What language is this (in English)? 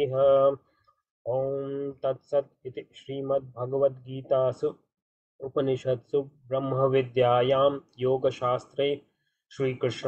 Sanskrit